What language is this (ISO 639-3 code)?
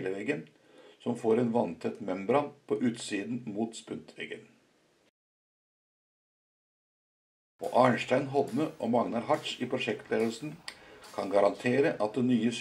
nor